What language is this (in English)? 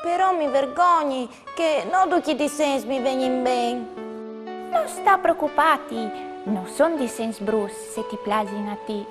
Friulian